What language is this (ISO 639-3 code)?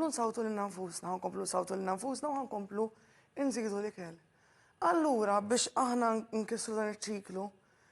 mlt